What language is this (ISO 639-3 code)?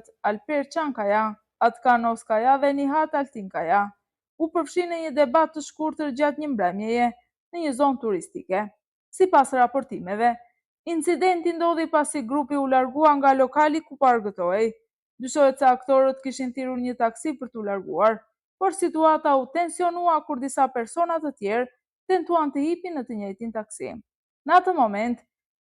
sqi